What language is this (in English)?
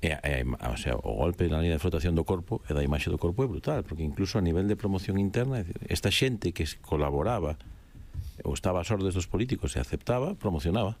Galician